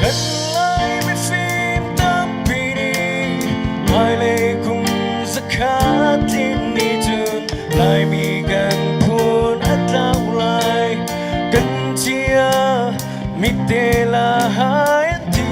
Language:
Hakha Chin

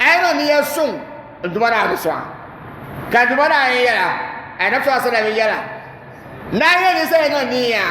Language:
Dagbani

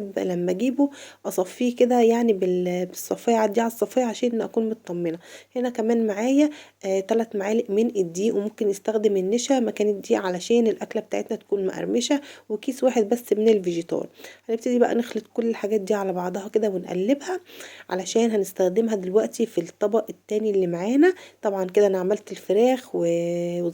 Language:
Egyptian Arabic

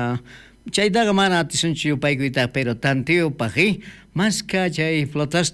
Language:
South Bolivian Quechua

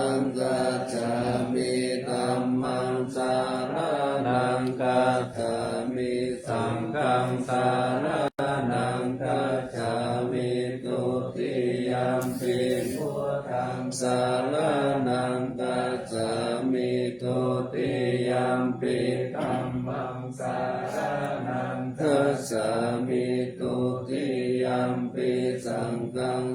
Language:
Pali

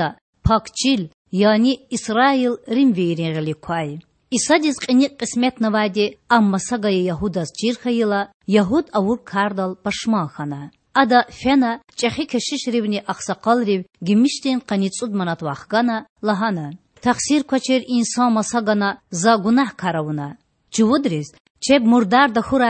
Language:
Lezghian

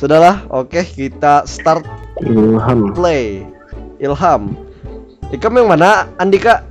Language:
Banjar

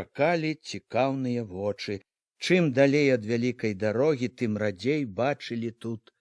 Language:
Belarusian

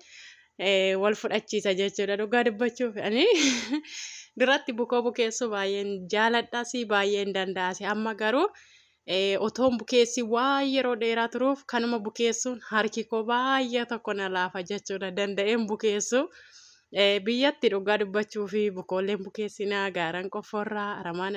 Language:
Oromo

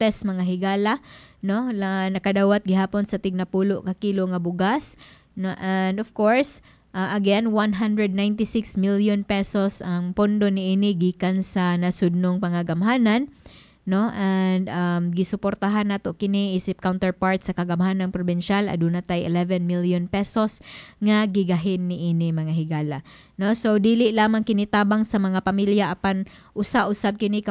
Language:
Cebuano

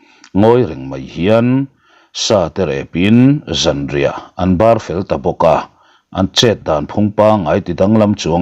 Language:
Mizo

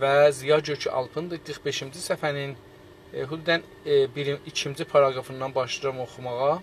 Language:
South Azerbaijani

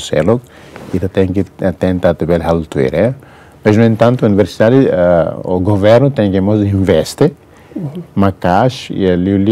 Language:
Tetum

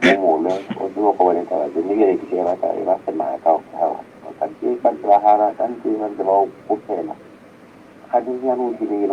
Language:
Southern Sotho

